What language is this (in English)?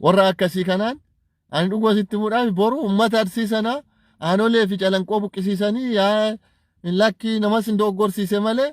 Oromo